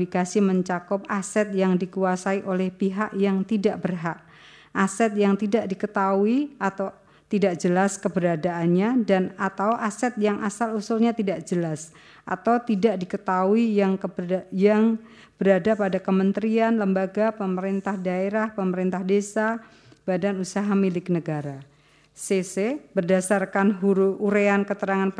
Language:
Indonesian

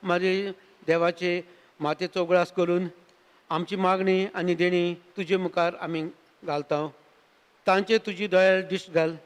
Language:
Konkani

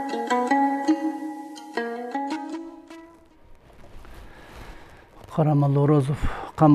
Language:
Kyrgyz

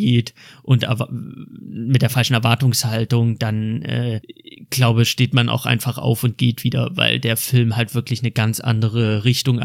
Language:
German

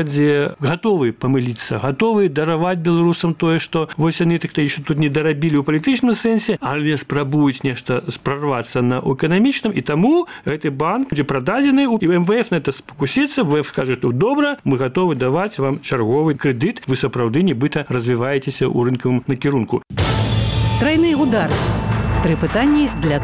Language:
Belarusian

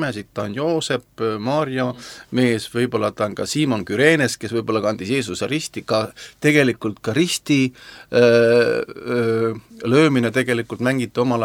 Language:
Estonian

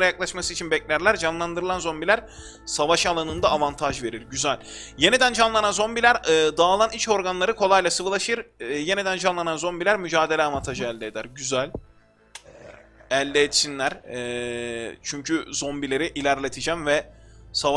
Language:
Turkish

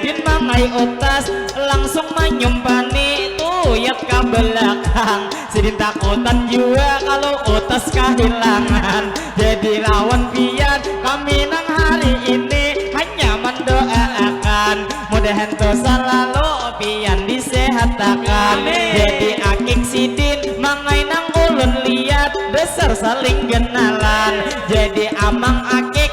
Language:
Banjar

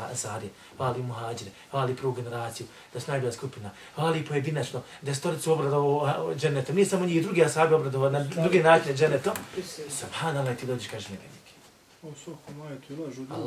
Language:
Bosnian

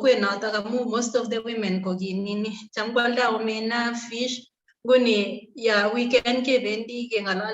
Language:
Kalenjin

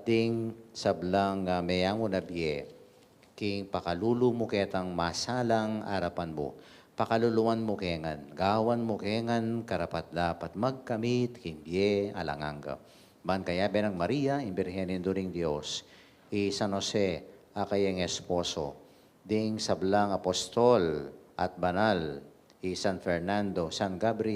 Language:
Pampanga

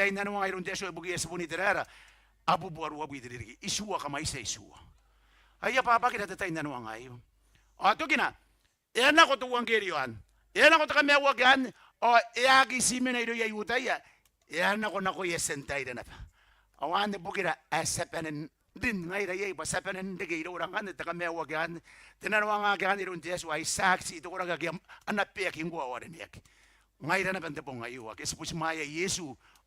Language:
Gilbertese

